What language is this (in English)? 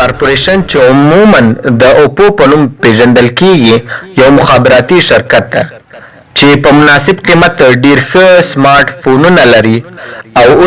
Pashto